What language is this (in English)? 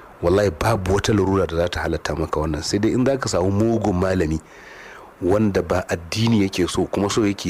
Hausa